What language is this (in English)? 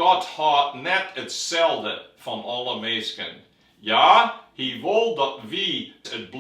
Western Frisian